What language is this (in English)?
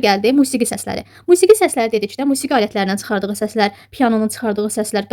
Azerbaijani